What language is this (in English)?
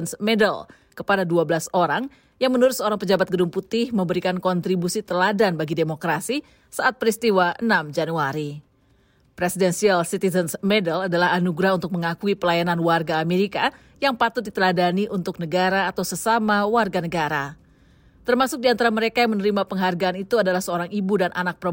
Indonesian